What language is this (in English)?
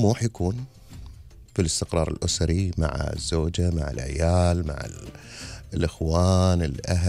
Gulf Arabic